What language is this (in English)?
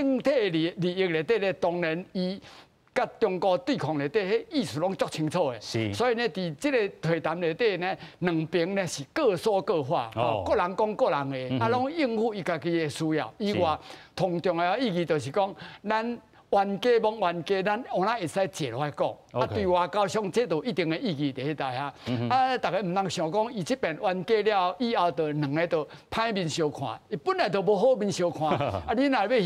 Min Nan Chinese